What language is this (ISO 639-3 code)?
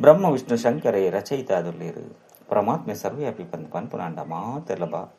tcy